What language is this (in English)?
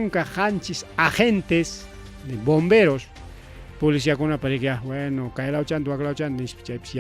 Ayacucho Quechua